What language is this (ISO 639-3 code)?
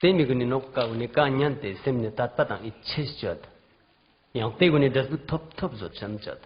lbj